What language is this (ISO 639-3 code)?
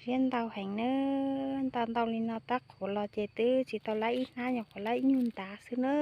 hmn